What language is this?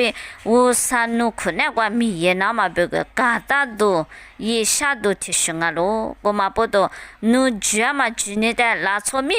Lisu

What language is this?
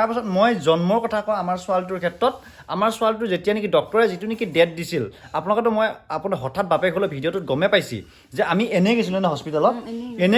Assamese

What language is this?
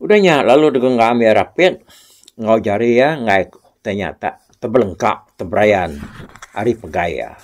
Iban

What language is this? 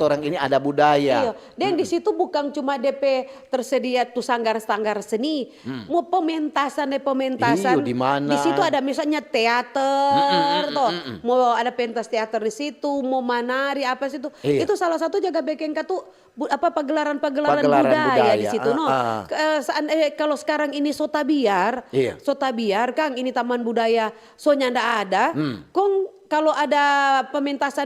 Manado Malay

